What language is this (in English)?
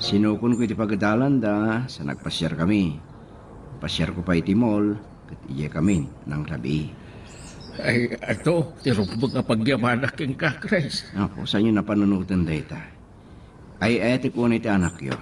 Iloko